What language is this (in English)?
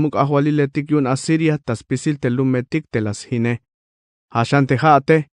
Tzeltal